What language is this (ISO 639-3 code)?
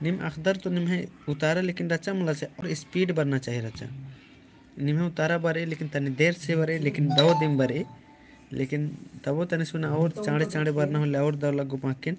kru